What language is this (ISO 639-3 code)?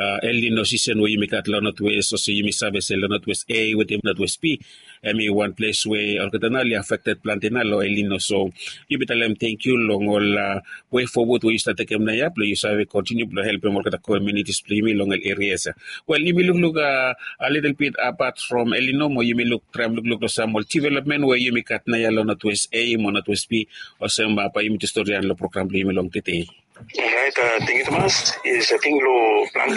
bis